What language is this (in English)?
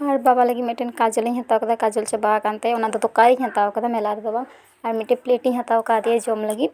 Santali